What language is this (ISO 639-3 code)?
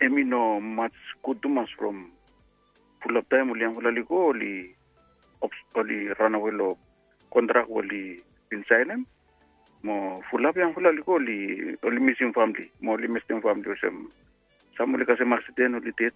bis